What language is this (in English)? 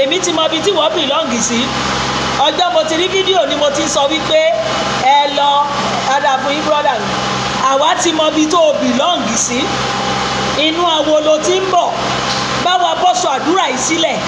Yoruba